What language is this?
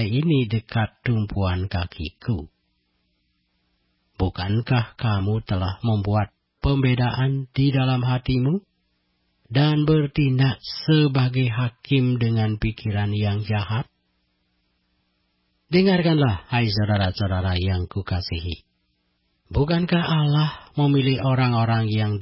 Indonesian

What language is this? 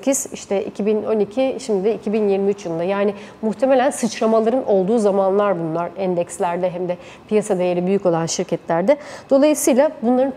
Turkish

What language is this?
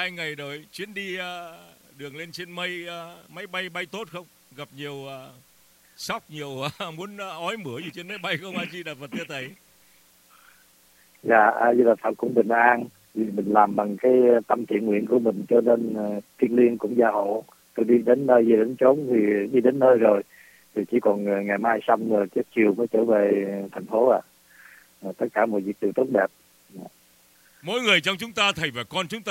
Vietnamese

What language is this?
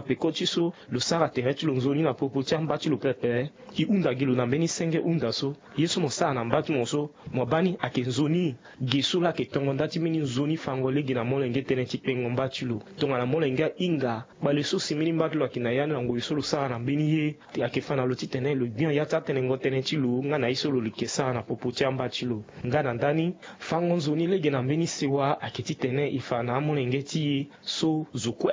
Sango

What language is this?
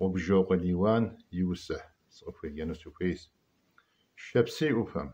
Kabardian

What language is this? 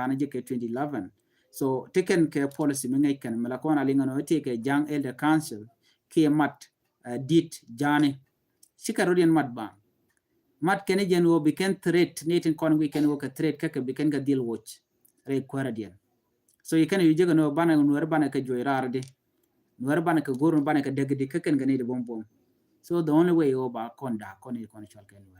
Nuer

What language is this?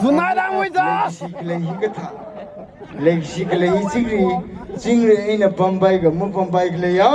Tangkhul Naga (India)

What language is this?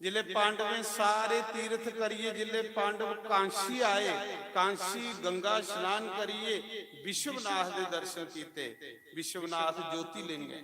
Dogri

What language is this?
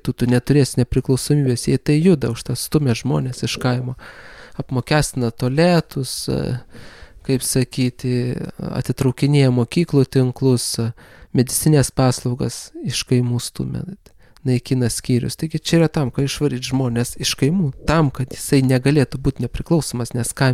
Lithuanian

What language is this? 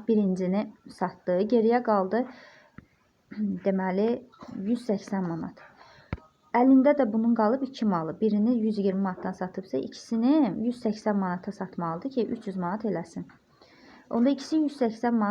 Azerbaijani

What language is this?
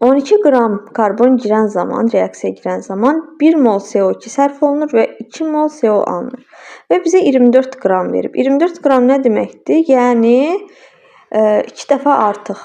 Azerbaijani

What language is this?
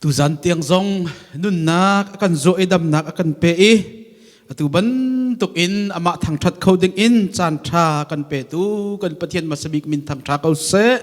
Hakha Chin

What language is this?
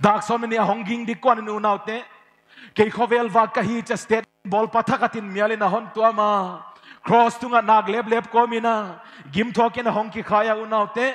Paite Chin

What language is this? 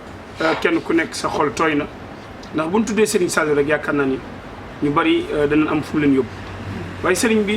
Wolof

